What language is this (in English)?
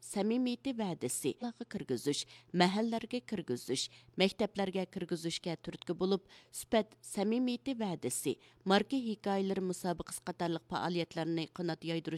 Uyghur